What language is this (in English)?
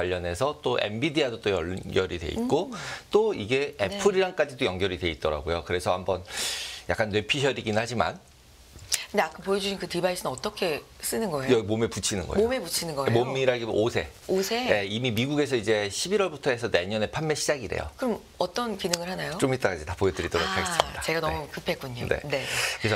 Korean